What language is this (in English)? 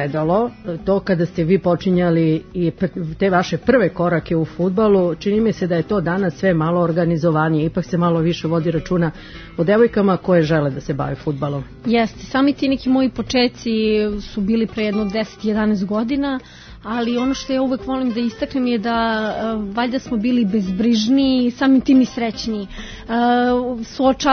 Serbian